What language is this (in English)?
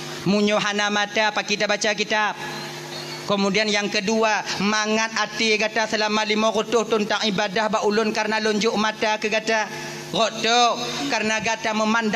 Achinese